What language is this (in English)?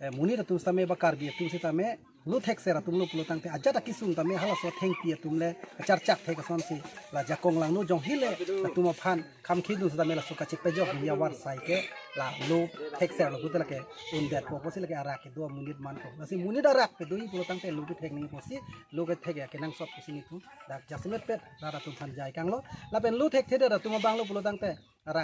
Karbi